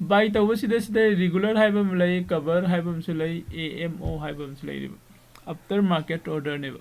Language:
Manipuri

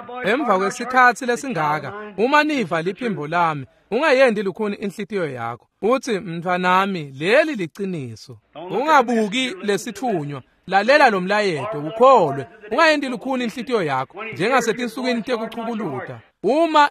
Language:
Swati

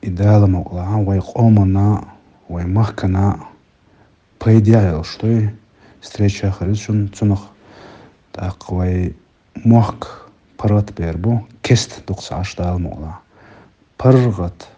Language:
Chechen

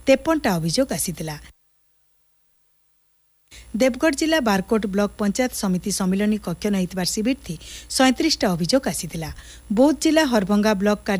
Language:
Odia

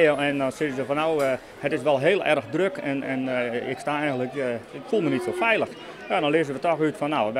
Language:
Western Frisian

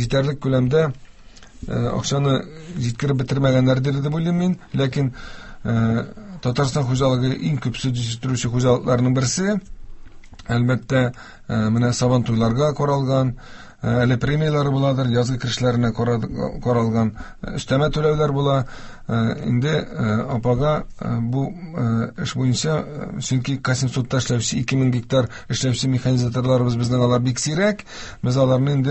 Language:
Tatar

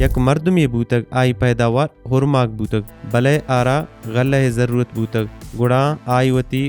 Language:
Baluchi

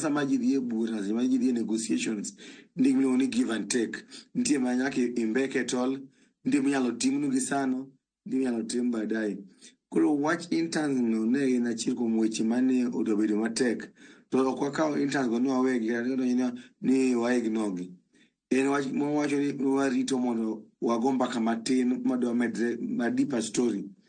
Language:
Luo (Kenya and Tanzania)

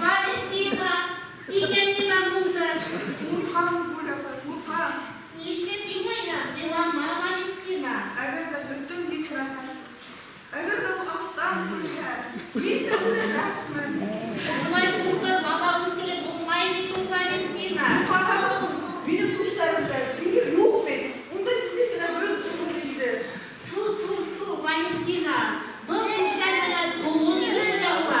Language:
Bashkir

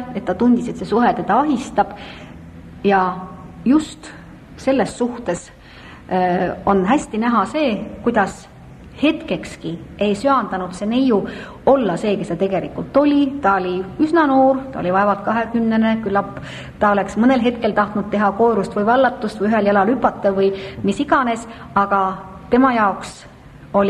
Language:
Estonian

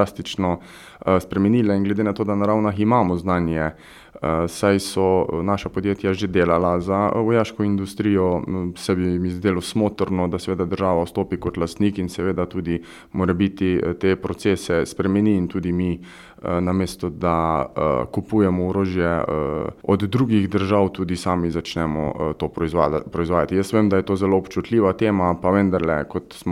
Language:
Slovenian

